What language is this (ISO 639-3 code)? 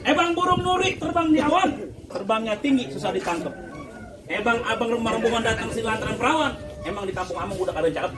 bew